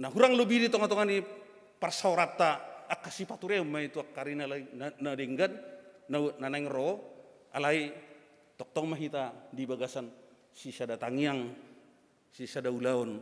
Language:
Batak Toba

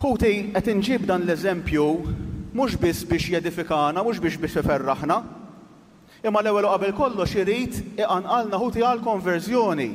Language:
Maltese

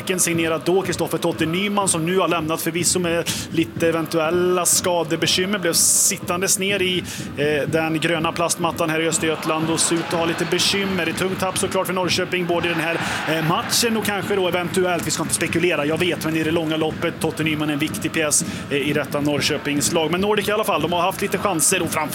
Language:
Swedish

